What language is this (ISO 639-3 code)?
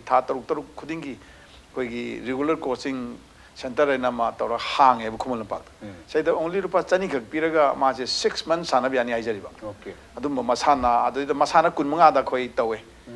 mni